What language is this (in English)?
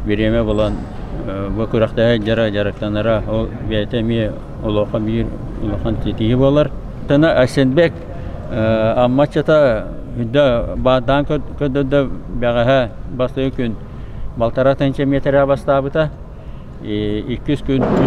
Yakut